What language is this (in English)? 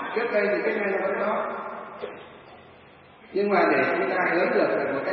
Vietnamese